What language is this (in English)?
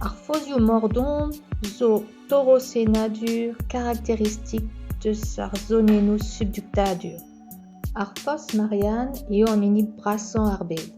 Breton